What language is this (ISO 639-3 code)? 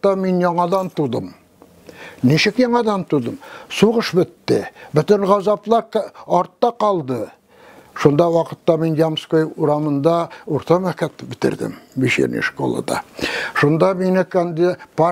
tat